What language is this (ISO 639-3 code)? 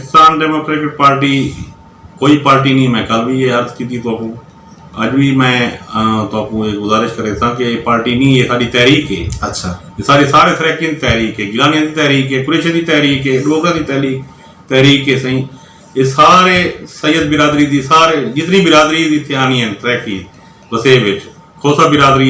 skr